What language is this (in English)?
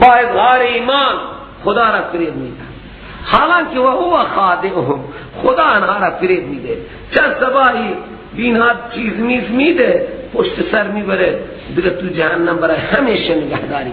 Persian